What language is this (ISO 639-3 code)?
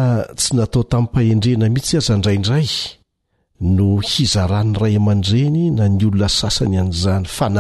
mlg